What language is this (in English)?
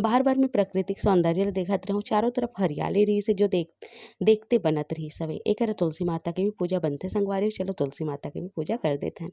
Chhattisgarhi